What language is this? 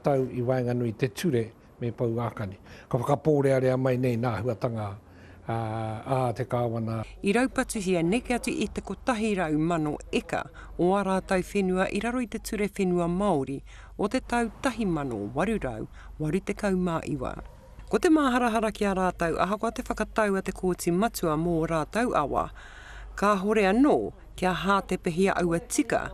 Māori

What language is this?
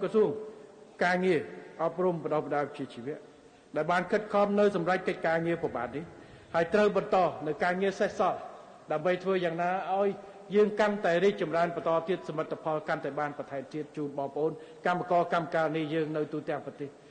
Khmer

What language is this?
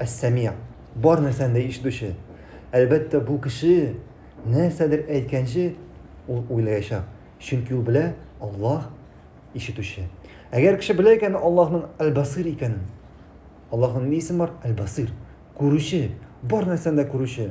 Tatar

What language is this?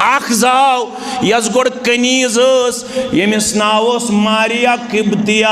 Kashmiri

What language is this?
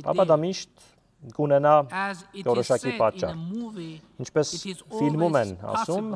Armenian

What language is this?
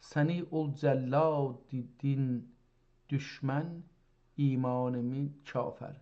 South Azerbaijani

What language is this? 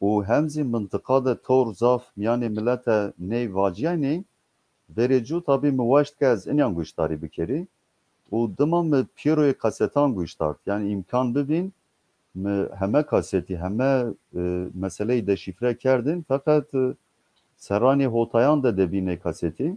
Zaza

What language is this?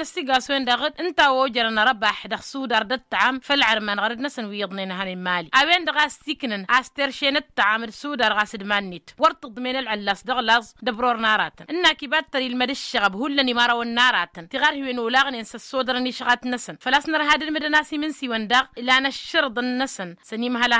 Tamasheq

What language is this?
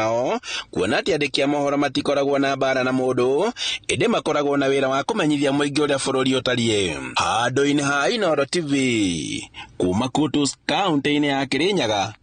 Kikuyu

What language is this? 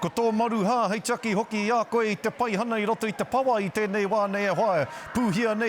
Māori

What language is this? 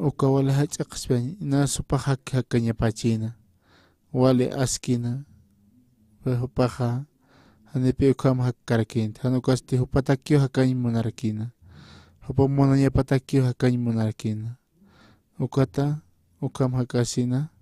Aymara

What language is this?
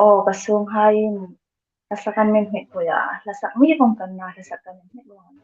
Hmar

